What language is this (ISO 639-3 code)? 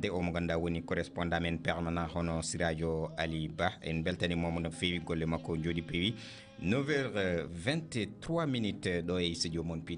ful